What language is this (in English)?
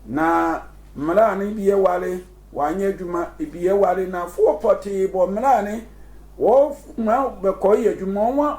Sehwi